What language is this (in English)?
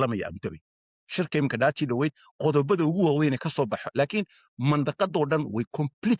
Somali